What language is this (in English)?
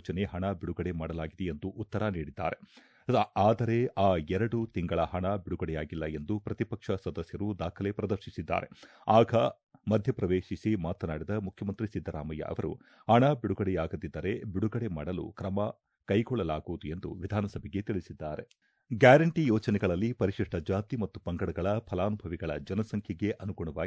Kannada